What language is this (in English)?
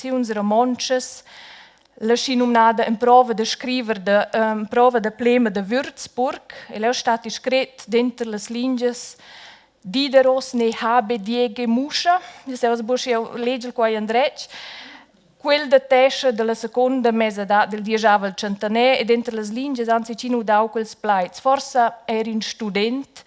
Romansh